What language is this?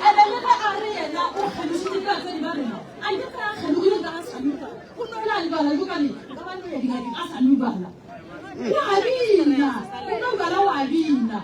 Northern Sotho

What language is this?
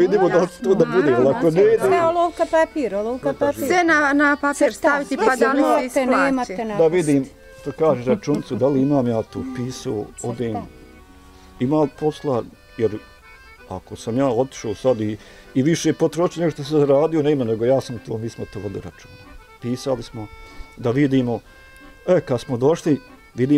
Bosnian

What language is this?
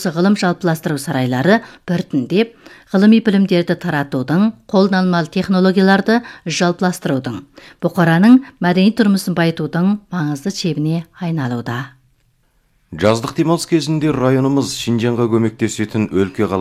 Kazakh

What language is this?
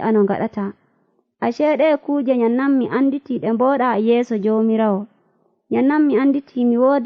Nigerian Fulfulde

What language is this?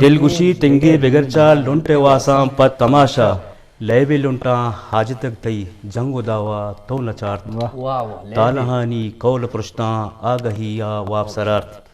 Eastern Balochi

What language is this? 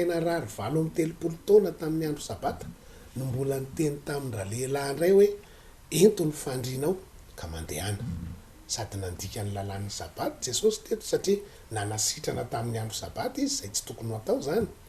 Malagasy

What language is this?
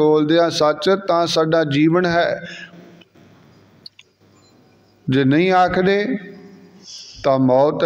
Punjabi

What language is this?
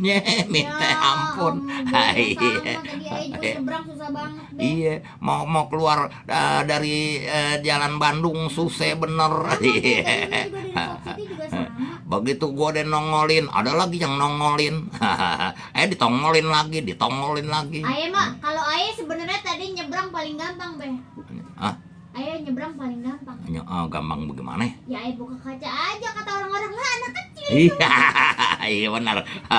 Betawi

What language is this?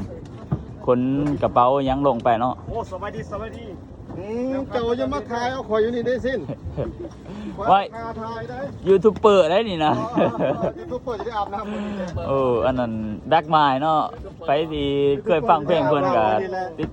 Lao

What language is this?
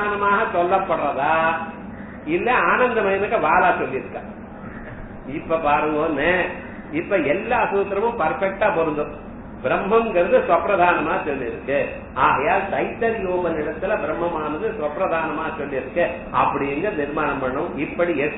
Tamil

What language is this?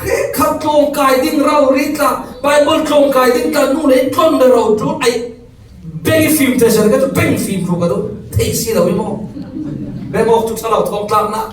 Falam Chin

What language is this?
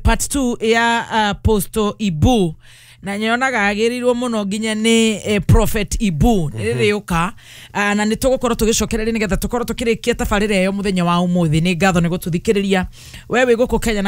Kikuyu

